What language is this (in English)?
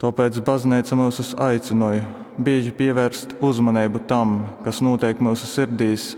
Latgalian